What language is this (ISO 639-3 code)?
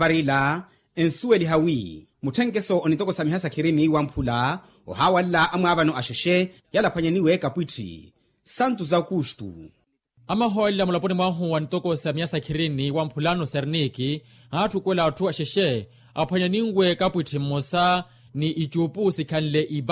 vmw